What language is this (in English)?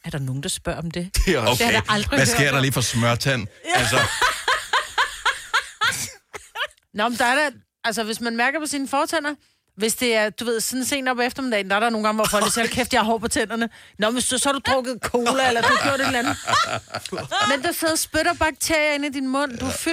Danish